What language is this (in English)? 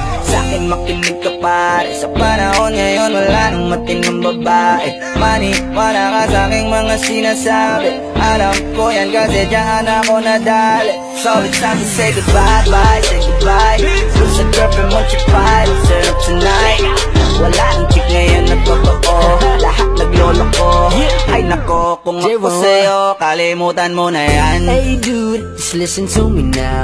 Filipino